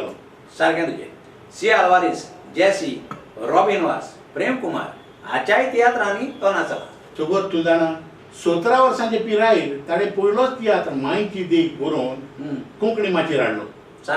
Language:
Konkani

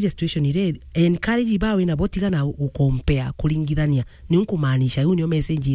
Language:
Meru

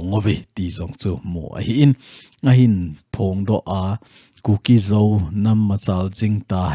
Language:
Thado Chin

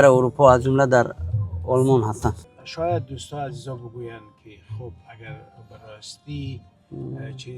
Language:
Tajik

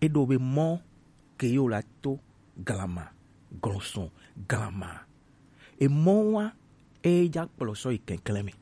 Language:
Gen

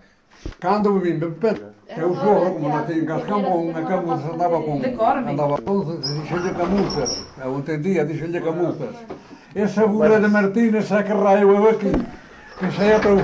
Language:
Galician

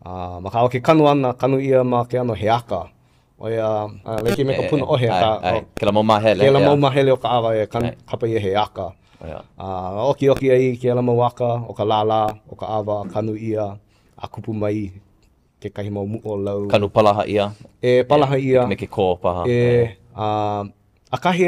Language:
Hawaiian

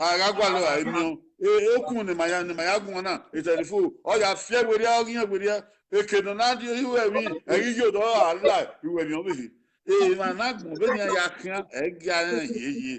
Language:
Bini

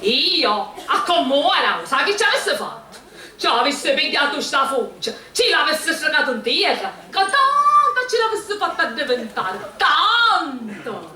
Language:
Sicilian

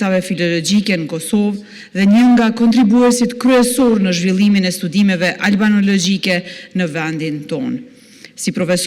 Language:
Albanian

